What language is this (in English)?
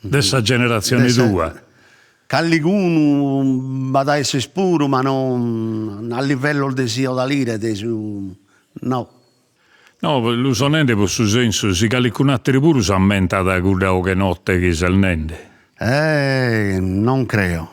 Sardinian